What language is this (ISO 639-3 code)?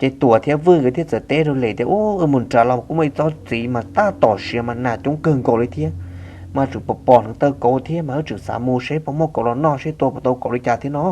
hmn